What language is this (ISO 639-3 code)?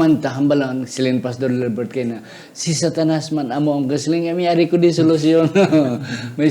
hil